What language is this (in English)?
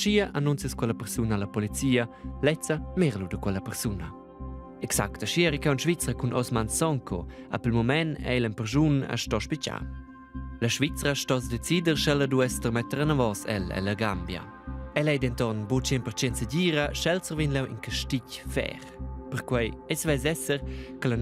Romansh